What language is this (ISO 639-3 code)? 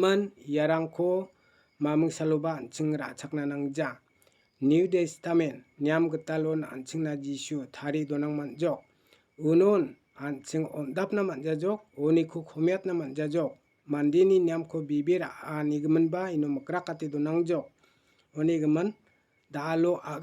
grt